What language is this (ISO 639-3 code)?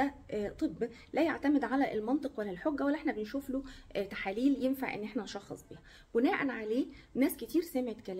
arz